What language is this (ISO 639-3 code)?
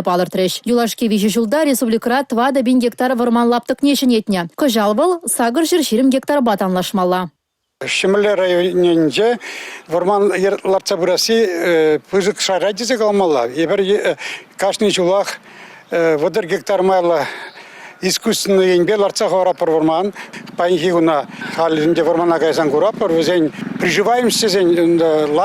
chv